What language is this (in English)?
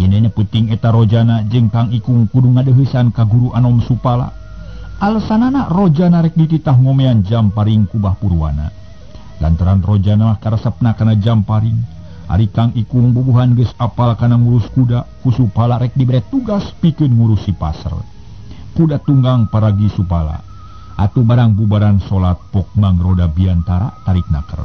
Sundanese